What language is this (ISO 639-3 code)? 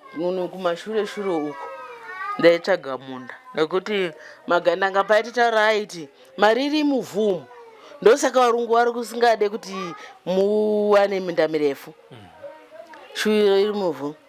sna